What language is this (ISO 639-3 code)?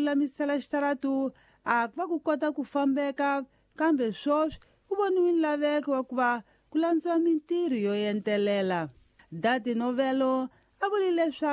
tso